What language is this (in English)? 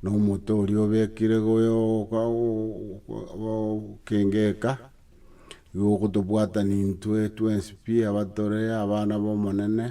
Gusii